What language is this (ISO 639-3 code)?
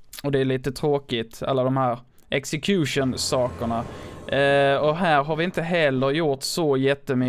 swe